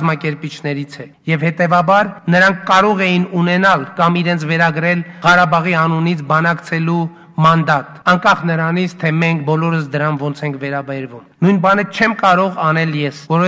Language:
Armenian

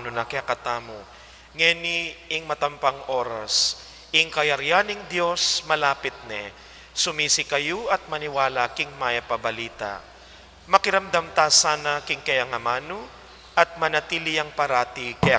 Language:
Pampanga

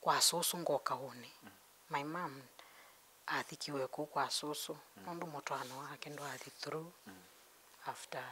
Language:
Kamba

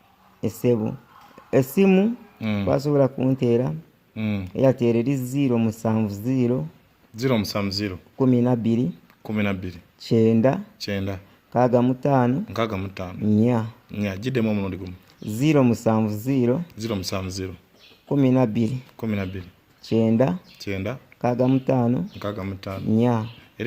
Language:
Ganda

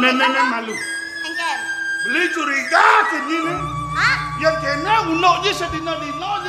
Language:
Balinese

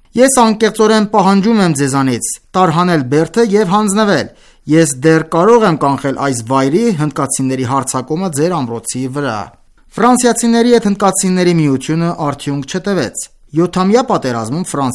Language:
Armenian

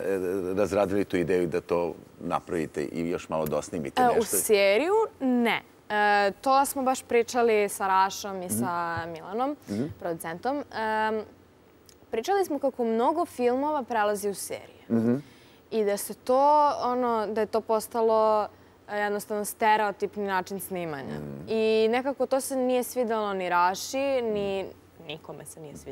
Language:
Serbian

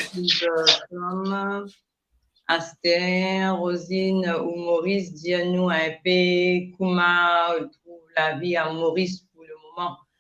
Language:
Morisyen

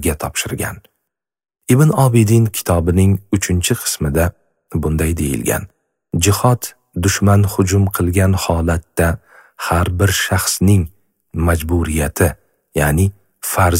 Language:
Uzbek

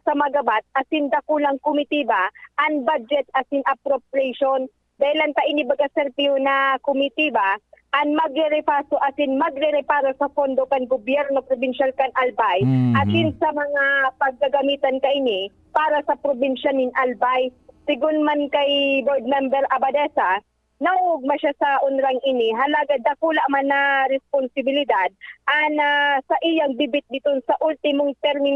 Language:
Bikol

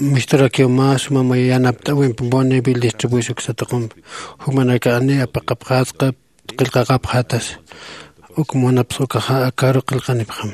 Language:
Aymara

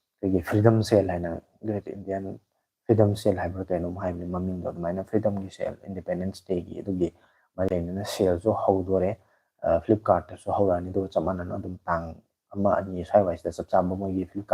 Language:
Manipuri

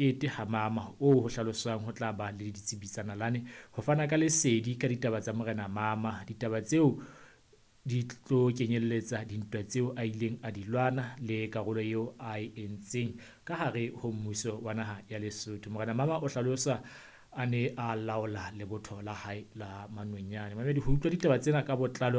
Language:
Southern Sotho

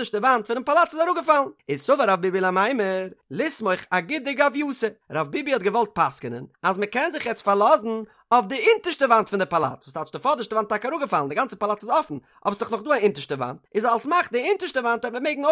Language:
Yiddish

